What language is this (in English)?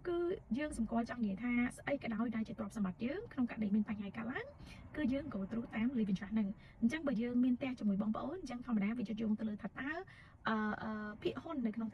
Khmer